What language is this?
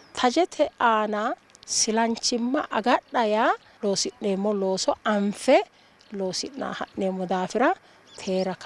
Sidamo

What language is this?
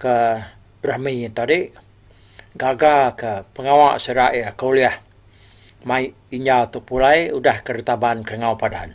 Iban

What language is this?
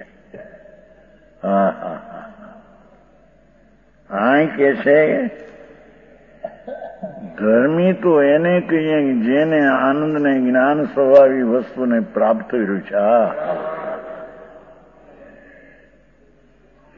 Gujarati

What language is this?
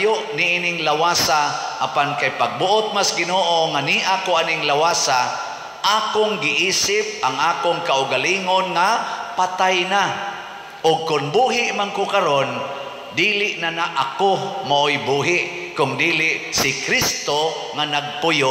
Cebuano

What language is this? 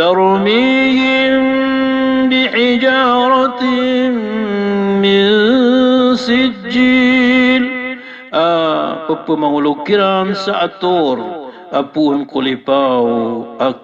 Maranao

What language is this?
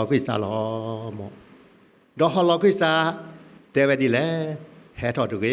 S'gaw Karen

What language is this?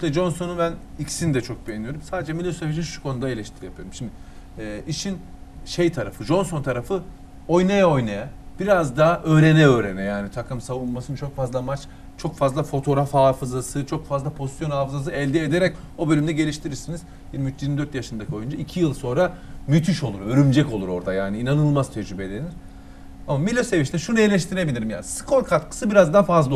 Turkish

